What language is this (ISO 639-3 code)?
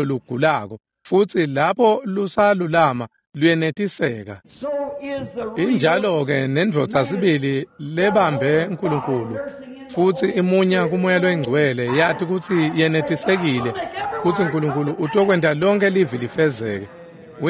ssw